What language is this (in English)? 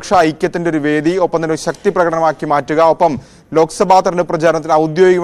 Malayalam